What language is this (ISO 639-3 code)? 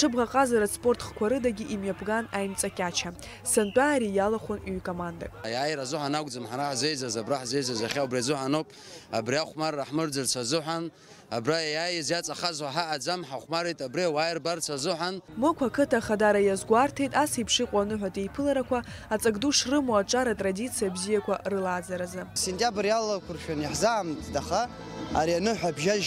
abk